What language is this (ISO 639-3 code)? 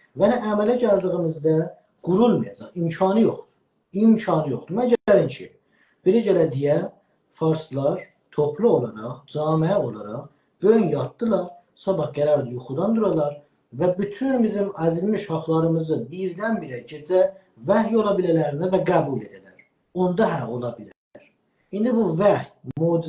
azb